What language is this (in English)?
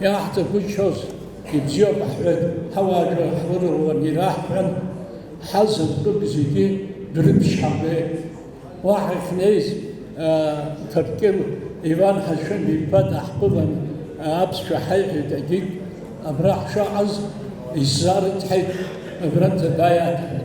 Abkhazian